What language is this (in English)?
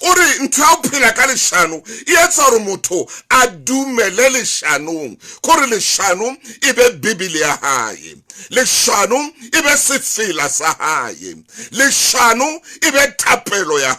Southern Sotho